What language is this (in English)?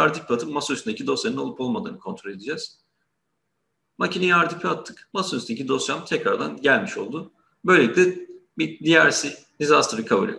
Turkish